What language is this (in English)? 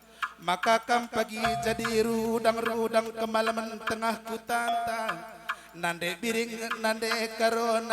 Batak Karo